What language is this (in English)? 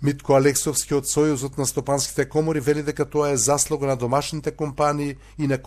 Macedonian